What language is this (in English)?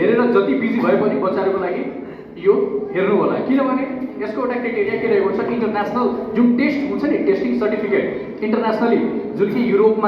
Nepali